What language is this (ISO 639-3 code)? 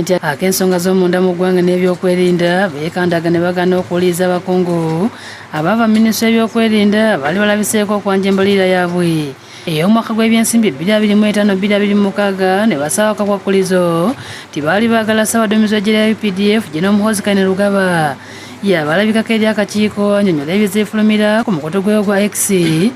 lug